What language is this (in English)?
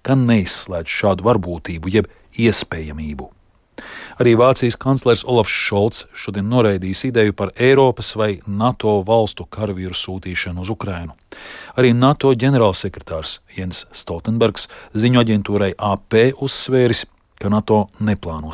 Latvian